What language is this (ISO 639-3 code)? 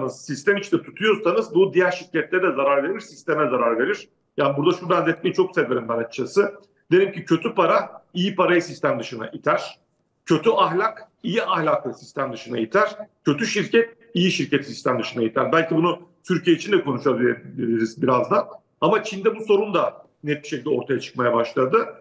tur